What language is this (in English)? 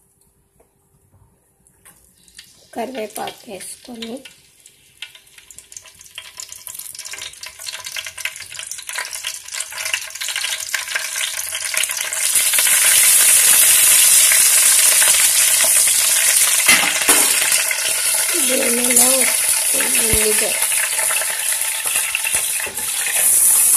Telugu